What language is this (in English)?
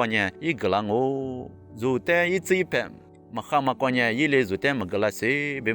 Lisu